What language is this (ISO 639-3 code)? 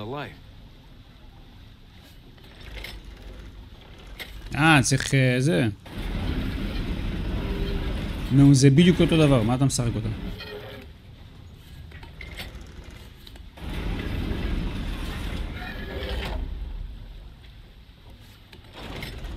heb